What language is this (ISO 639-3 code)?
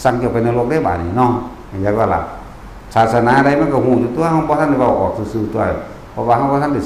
tts